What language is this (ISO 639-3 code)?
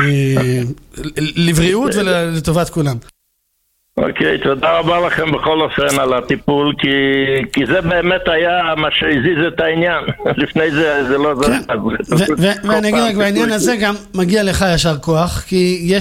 heb